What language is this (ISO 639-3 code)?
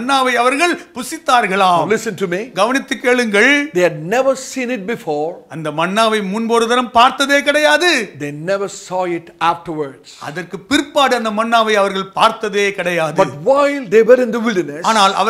tam